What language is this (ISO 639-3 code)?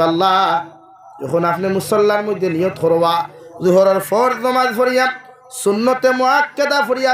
syl